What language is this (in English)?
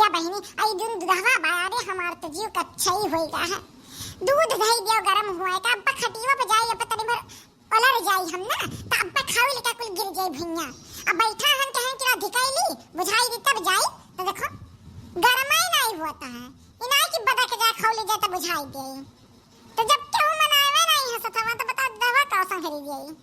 Awadhi